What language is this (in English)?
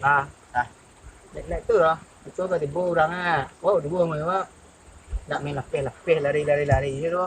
Minangkabau